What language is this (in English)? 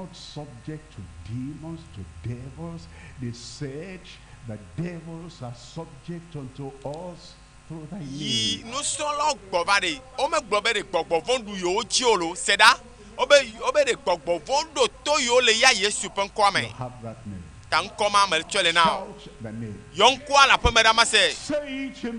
Ewe